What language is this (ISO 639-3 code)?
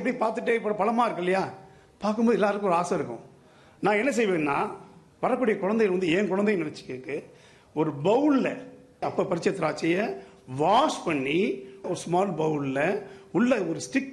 tam